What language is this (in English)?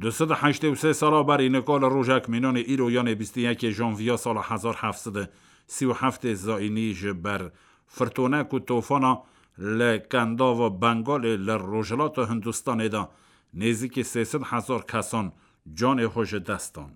Kurdish